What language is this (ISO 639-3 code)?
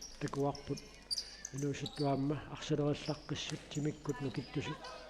kal